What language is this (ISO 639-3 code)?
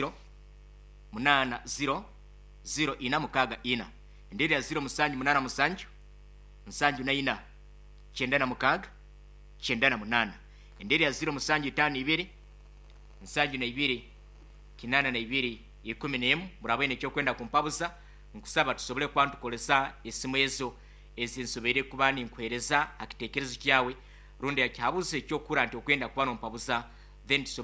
nyo